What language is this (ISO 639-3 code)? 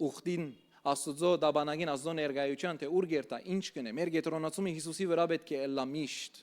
hyw